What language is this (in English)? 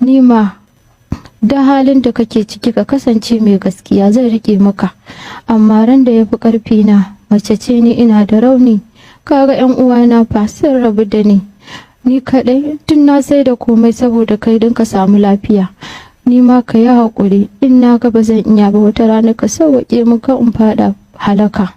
Hausa